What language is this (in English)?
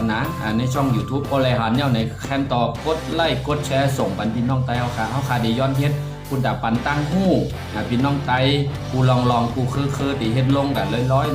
Shan